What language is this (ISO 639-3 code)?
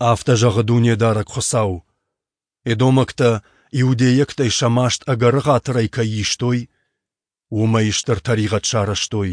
oss